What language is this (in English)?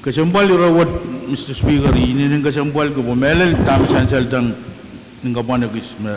Pohnpeian